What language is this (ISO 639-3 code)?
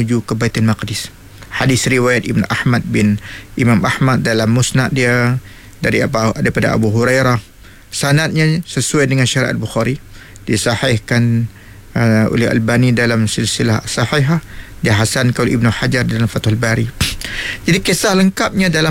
msa